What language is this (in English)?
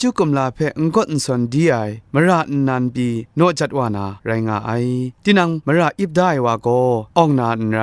Kachin